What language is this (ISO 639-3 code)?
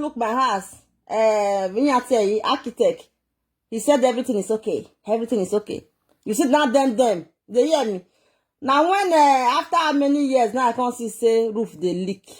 pcm